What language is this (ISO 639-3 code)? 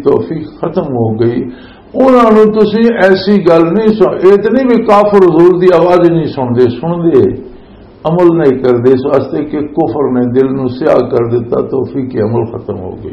lah